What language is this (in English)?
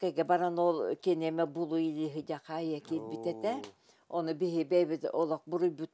Yakut